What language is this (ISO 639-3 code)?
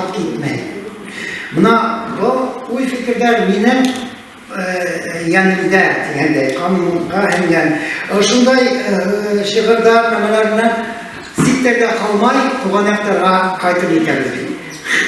bak